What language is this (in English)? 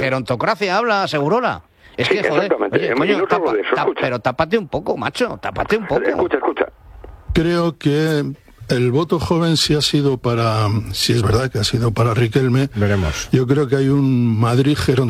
Spanish